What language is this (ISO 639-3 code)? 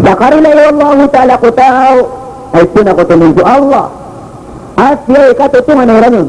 mrw